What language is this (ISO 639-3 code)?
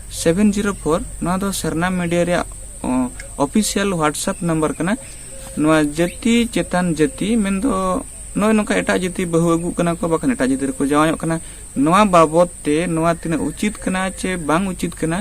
sat